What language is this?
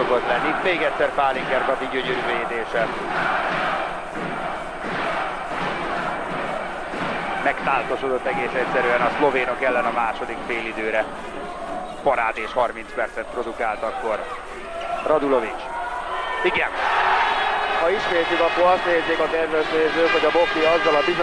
Hungarian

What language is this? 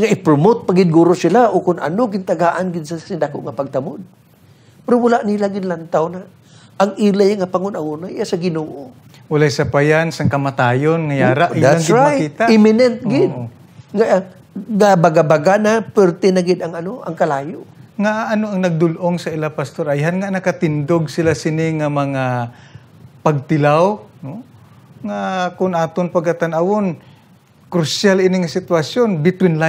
Hiligaynon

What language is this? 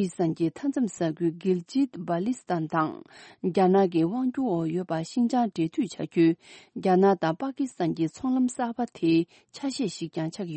Tibetan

